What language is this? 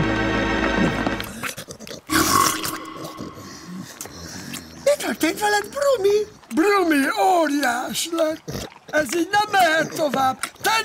Hungarian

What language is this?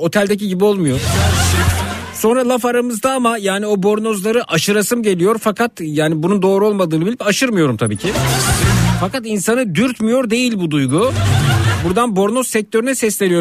Turkish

